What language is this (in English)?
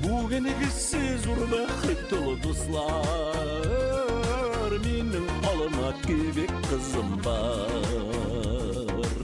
Bashkir